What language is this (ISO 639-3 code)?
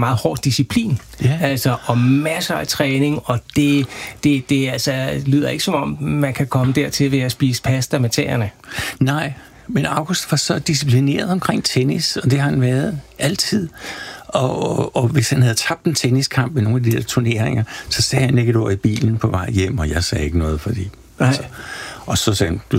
dan